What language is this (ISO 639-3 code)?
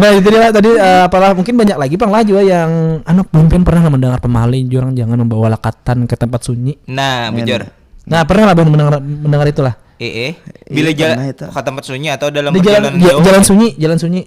bjn